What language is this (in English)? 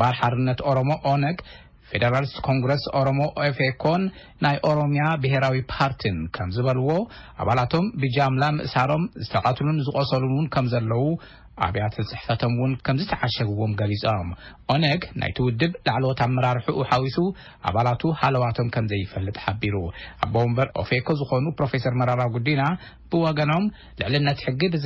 Tigrinya